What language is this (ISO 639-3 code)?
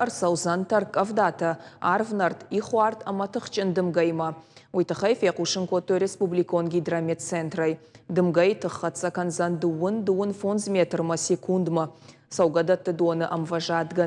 oss